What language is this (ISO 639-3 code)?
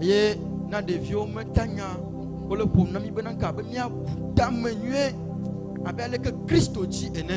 ewe